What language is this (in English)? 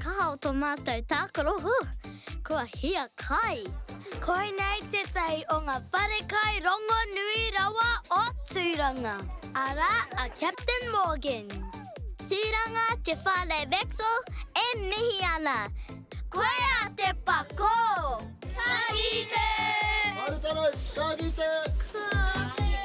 Māori